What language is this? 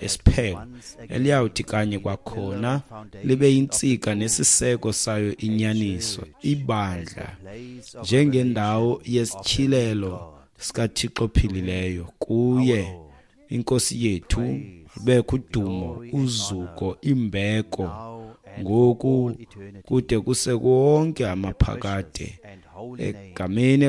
Xhosa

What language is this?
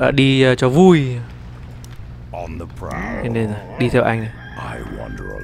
Vietnamese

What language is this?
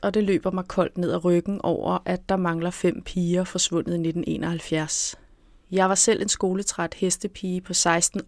Danish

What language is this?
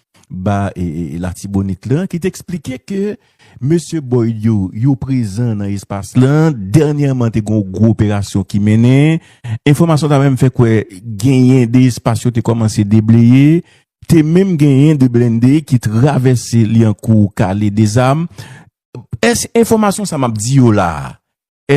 Haitian Creole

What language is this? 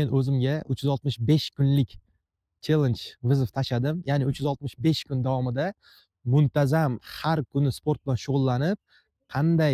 Uzbek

